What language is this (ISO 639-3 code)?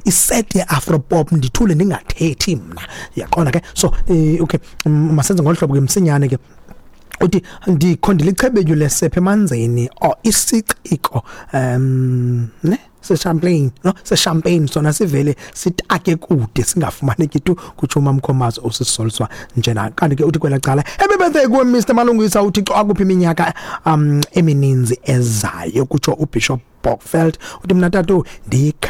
xho